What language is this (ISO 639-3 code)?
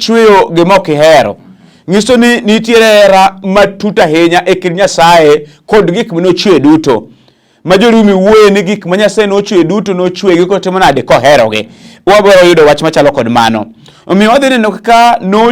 luo